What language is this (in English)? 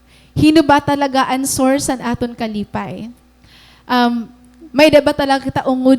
Waray